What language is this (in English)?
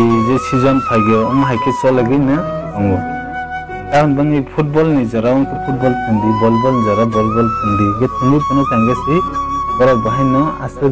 Kok Borok